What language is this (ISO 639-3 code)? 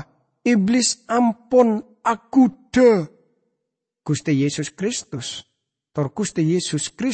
mad